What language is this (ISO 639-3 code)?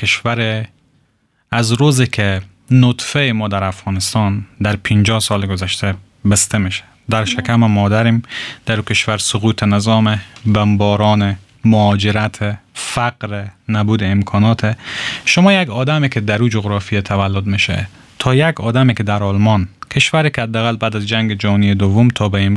fas